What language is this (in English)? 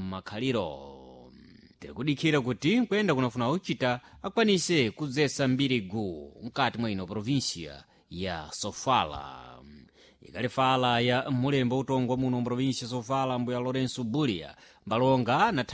Sena